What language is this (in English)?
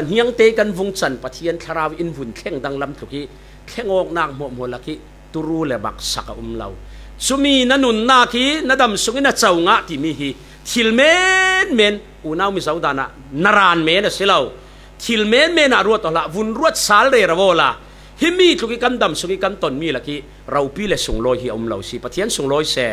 Falam Chin